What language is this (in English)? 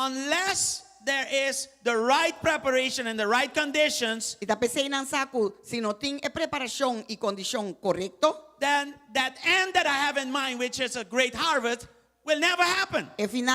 Papiamento